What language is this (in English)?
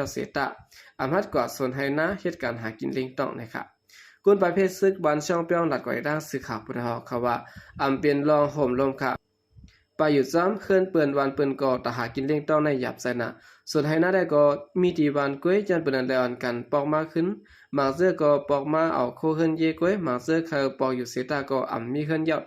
Shan